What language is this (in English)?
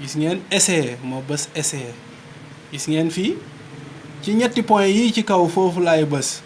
Wolof